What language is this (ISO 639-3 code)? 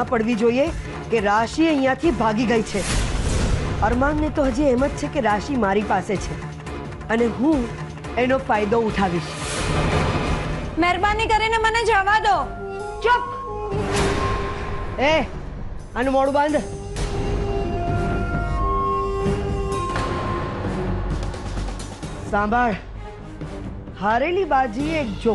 guj